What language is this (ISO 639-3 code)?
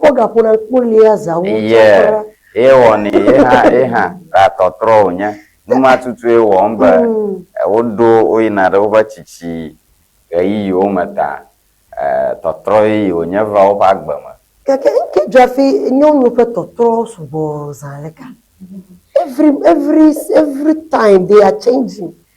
ewe